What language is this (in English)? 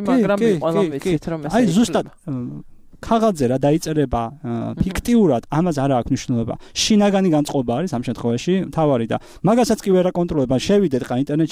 Georgian